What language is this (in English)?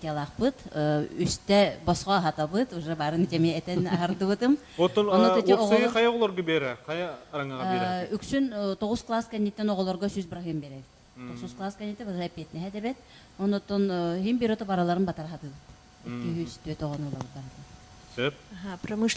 Yakut